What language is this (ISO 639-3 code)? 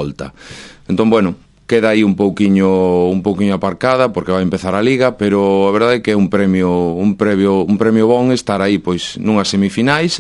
glg